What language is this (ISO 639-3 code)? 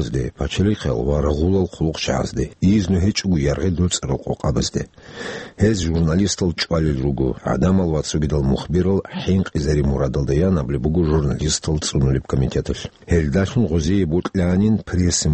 ava